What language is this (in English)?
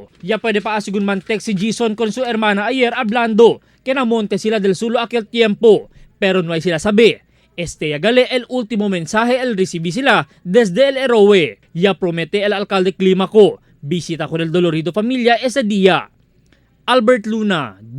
Chavacano